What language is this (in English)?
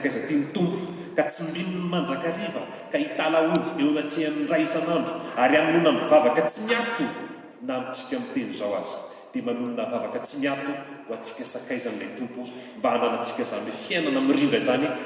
Malagasy